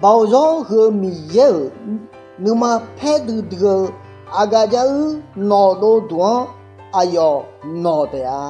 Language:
Akha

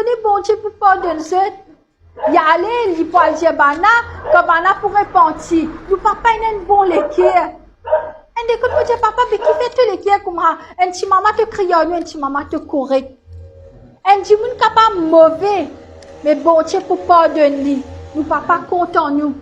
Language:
Morisyen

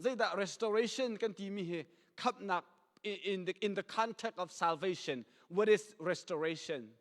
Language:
Hakha Chin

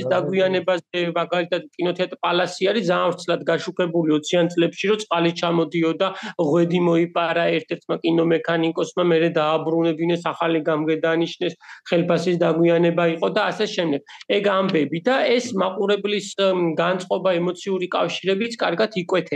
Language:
Georgian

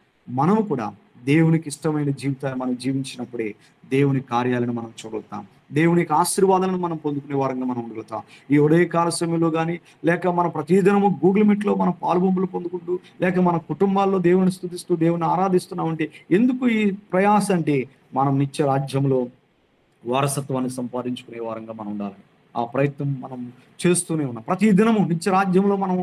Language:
Telugu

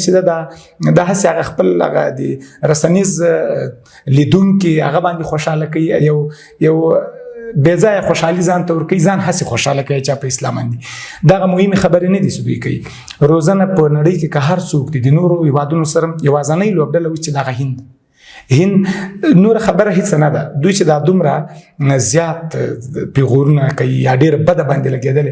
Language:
Pashto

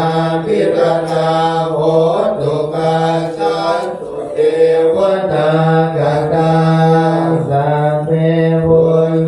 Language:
Pali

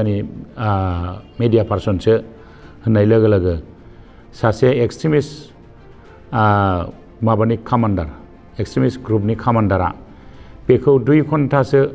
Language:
Bodo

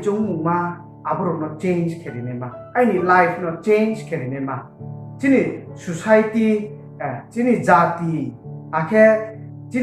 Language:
Riang (India)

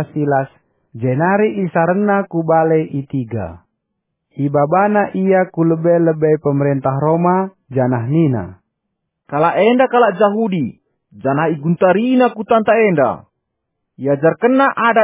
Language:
Batak Karo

